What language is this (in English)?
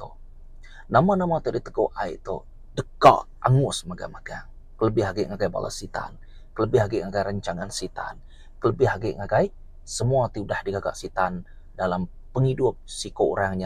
Iban